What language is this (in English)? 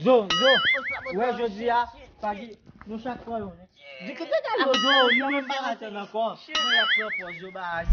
Haitian Creole